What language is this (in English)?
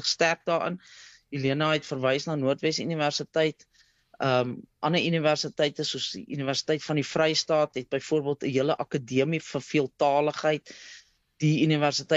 Afrikaans